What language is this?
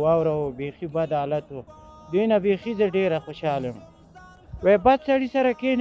Pashto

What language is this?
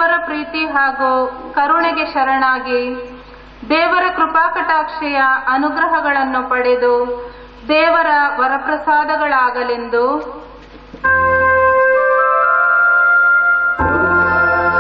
Kannada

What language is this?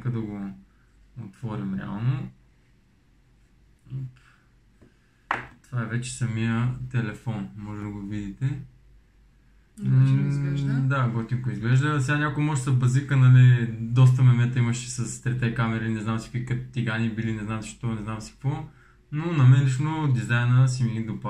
Bulgarian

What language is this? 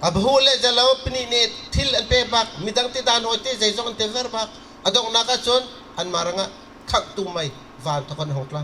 Bawm Chin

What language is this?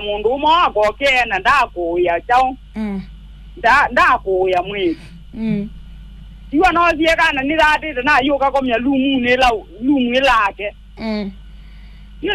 Kamba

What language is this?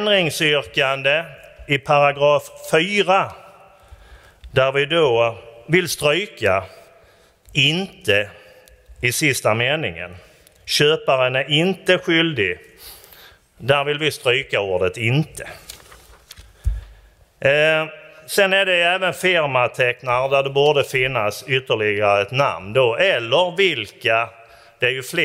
Swedish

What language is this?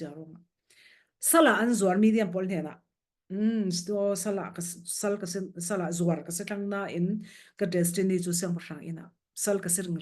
Falam Chin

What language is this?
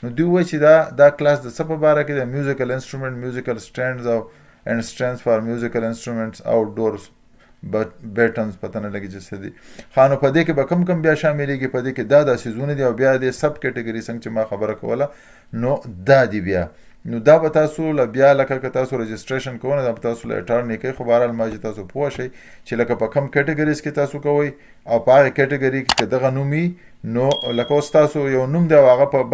Pashto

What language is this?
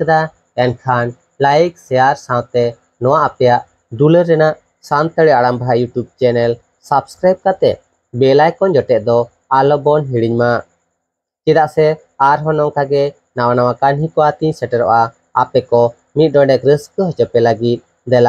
Santali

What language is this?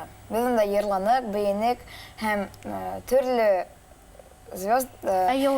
Bashkir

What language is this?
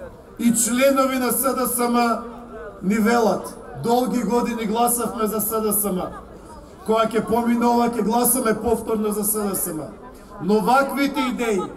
Macedonian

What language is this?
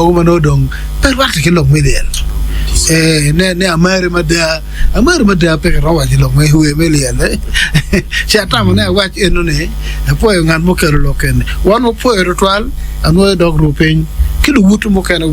Acoli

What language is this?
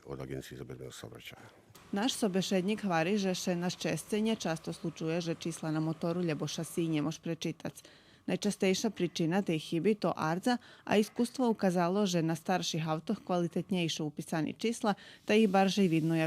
Rusyn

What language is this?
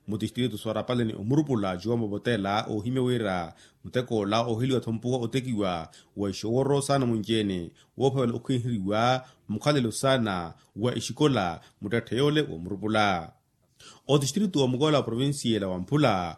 Makhuwa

